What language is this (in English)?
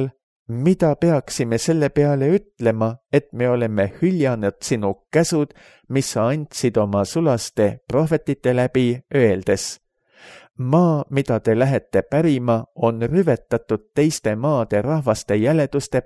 Estonian